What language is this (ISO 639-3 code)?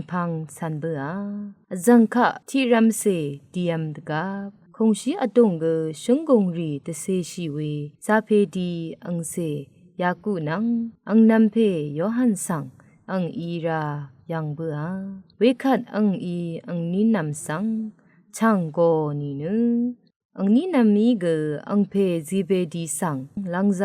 raw